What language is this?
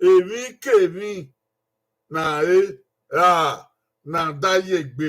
Bini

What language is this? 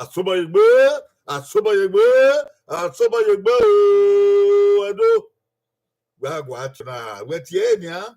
Bini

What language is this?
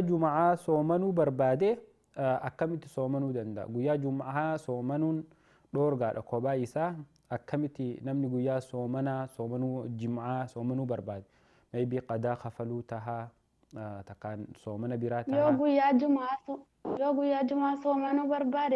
Oromo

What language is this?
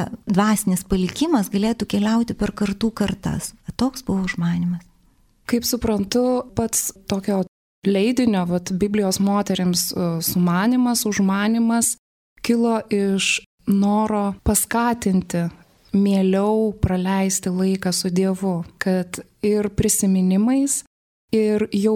Lithuanian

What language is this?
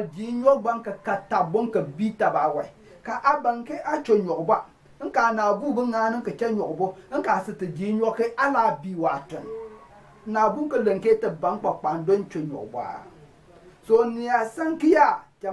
Konkomba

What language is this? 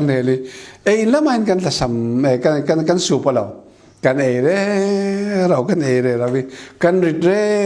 Falam Chin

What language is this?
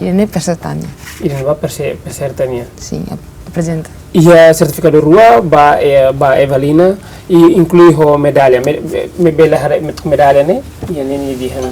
Tetum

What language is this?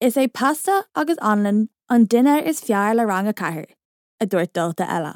Irish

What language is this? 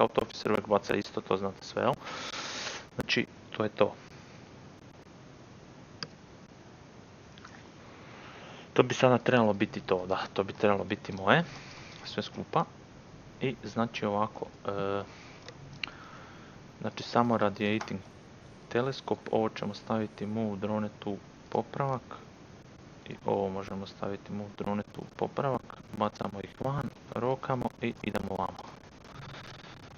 Croatian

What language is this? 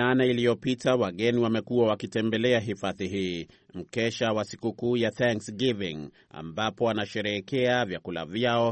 Swahili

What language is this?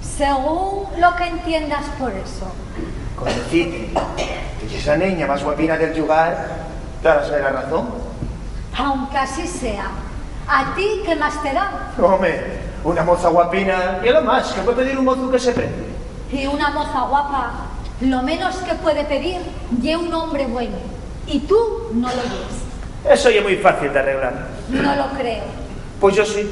Asturian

